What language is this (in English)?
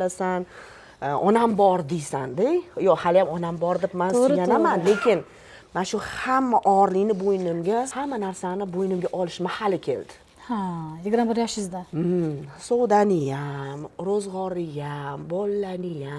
Uzbek